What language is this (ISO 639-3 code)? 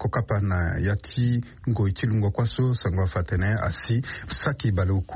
sag